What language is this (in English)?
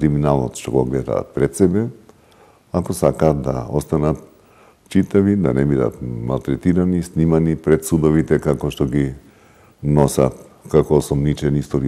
Macedonian